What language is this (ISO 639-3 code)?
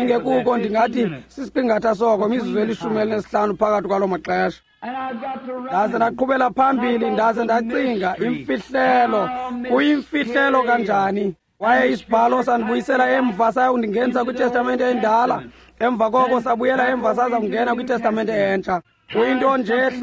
xho